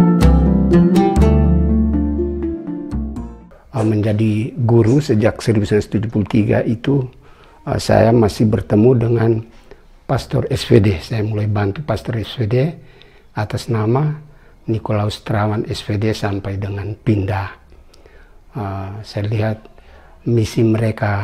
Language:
Indonesian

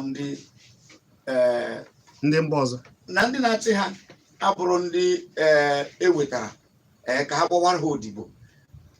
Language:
Igbo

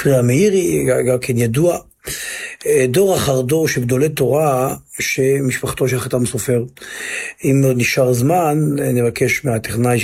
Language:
Hebrew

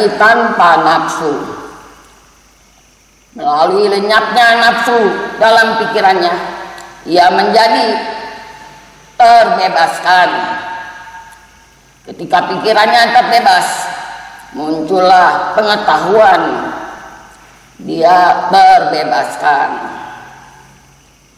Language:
Indonesian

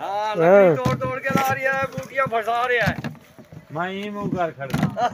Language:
Saraiki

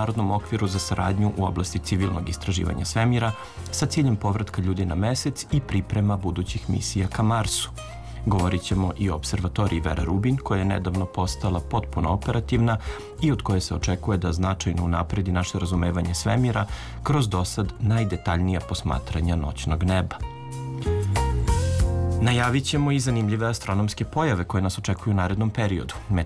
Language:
Serbian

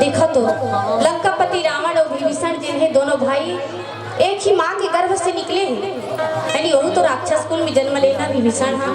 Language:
Chhattisgarhi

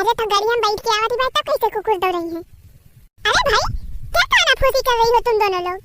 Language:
Awadhi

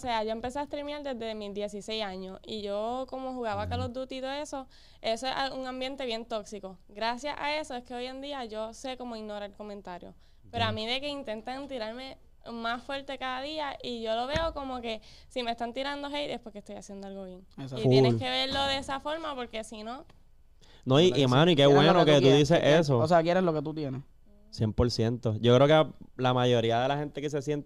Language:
Spanish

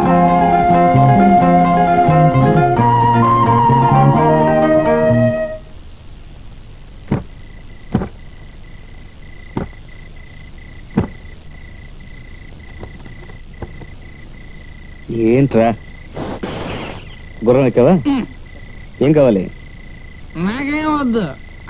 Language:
Telugu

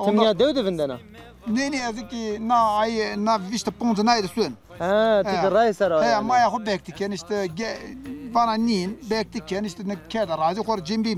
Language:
Zaza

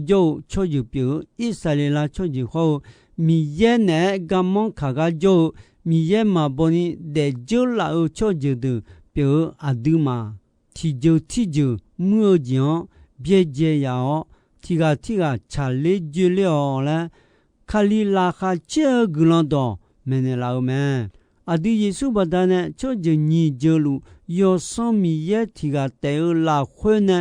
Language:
Akha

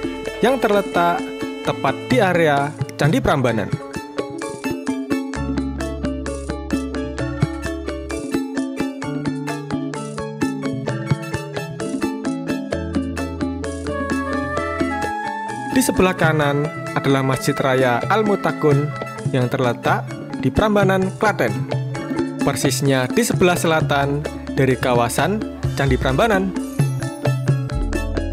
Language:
Indonesian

